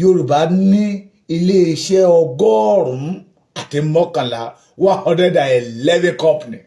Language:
Yoruba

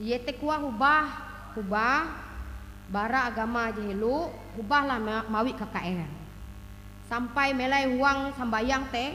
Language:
Ngaju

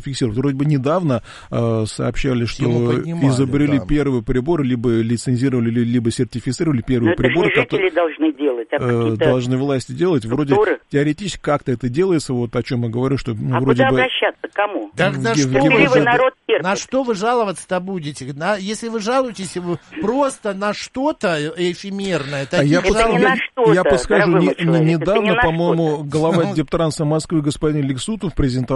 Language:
Russian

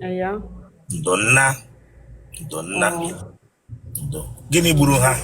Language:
Igbo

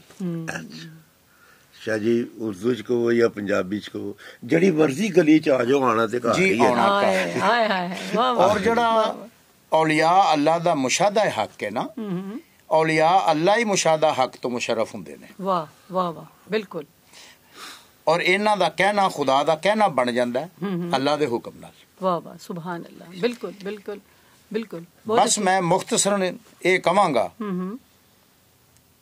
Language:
Punjabi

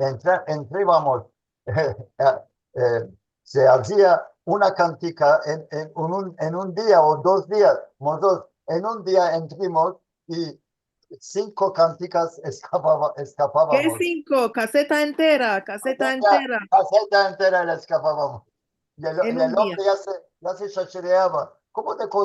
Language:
Ladino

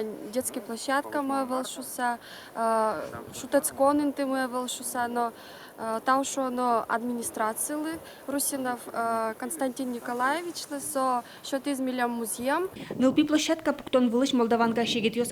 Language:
Udmurt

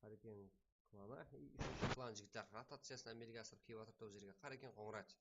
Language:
Kara-Kalpak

